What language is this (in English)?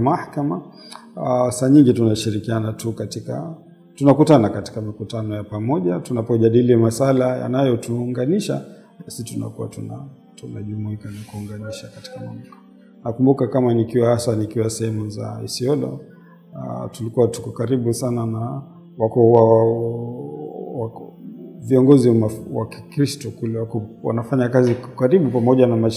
Swahili